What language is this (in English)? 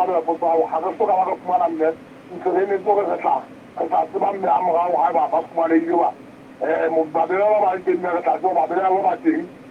Southern Sotho